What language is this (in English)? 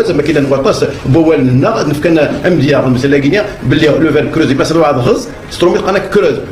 Kabyle